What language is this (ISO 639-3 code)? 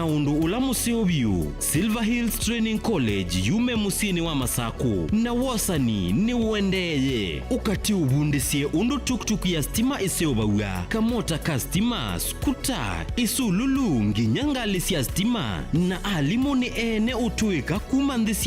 kam